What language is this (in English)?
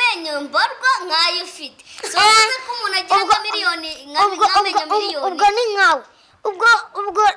Kinyarwanda